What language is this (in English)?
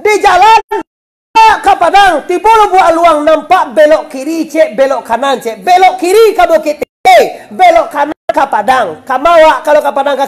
Minangkabau